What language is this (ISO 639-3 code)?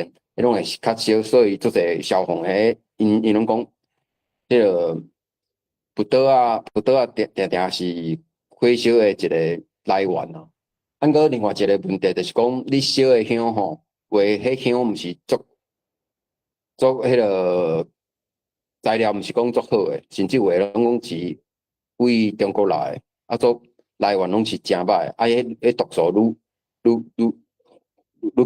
nan